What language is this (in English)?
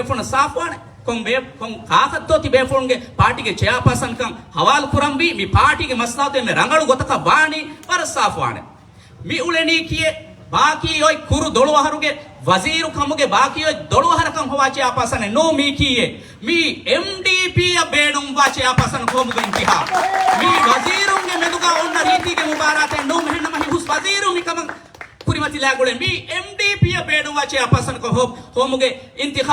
Divehi